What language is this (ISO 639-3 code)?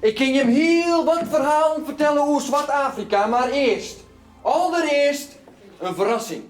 fry